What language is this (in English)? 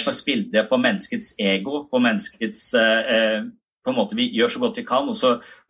Norwegian